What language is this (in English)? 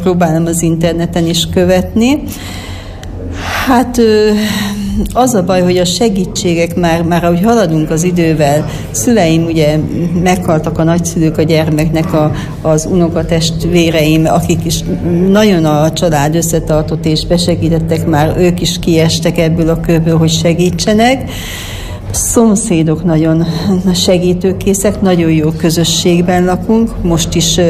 Hungarian